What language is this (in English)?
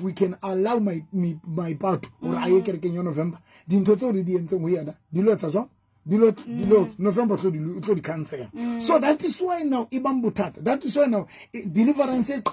Southern Sotho